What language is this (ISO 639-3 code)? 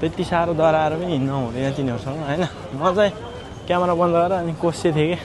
nep